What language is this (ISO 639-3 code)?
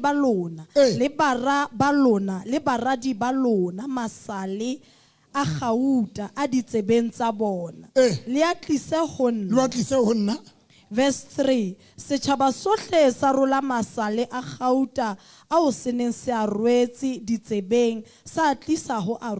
sot